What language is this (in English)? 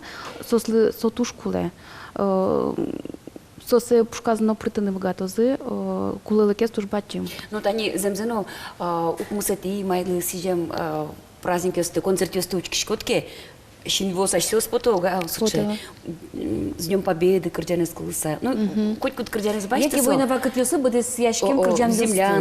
Udmurt